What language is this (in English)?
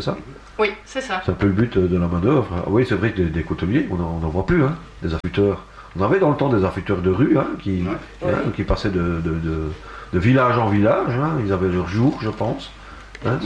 French